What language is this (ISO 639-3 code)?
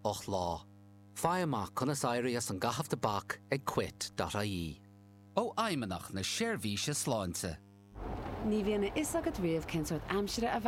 gle